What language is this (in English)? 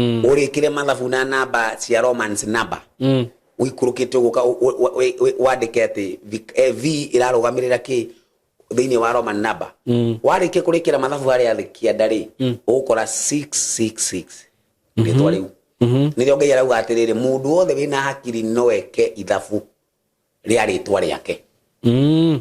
Kikuyu